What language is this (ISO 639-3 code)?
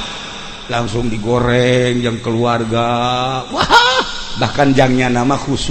sun